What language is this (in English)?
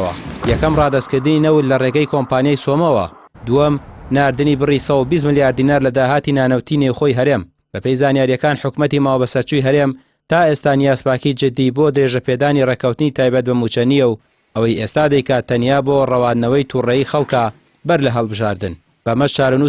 Central Kurdish